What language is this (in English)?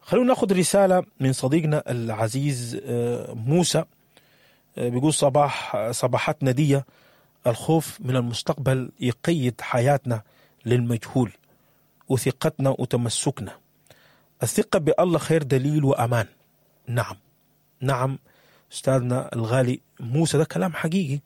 Sudanese Arabic